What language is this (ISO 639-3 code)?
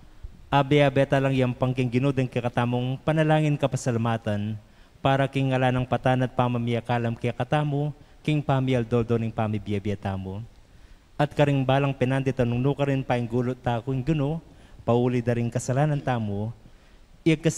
pam